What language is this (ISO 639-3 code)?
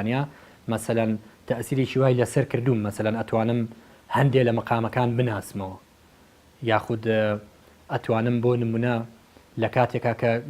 ckb